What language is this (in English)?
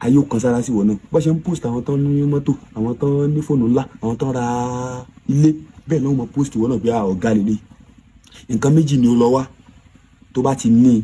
Yoruba